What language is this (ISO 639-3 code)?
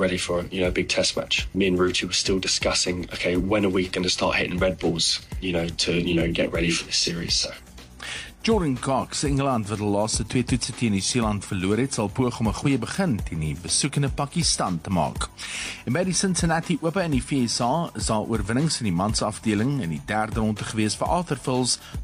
afr